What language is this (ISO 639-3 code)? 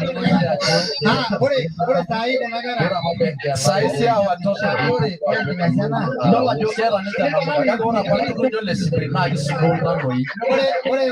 mas